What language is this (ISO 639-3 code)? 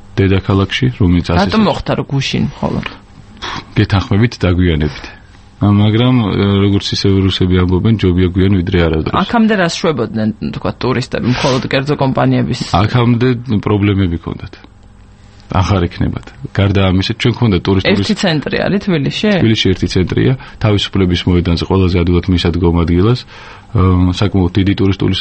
kat